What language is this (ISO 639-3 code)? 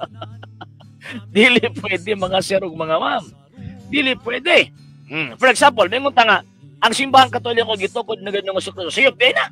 ceb